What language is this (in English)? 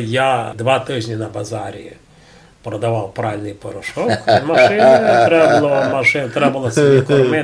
Rusyn